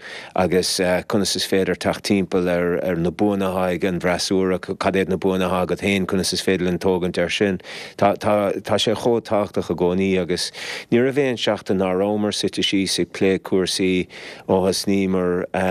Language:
Irish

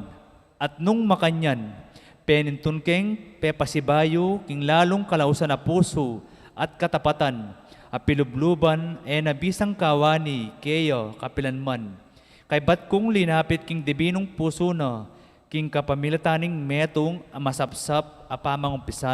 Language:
Pampanga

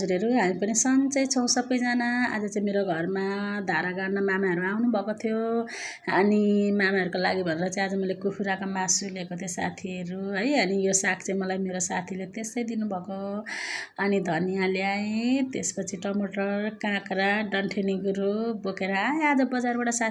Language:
Nepali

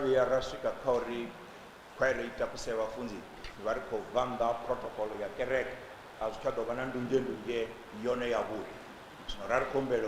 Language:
Venda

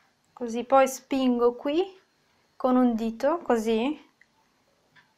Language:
Italian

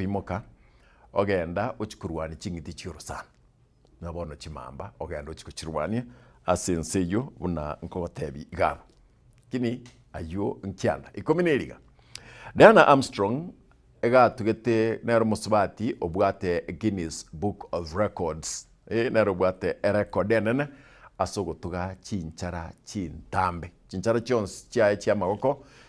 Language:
Gusii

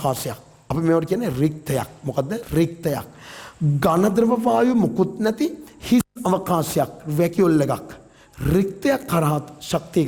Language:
Sinhala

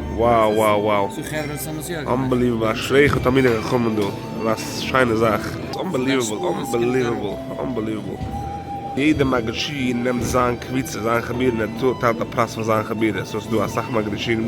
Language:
Yiddish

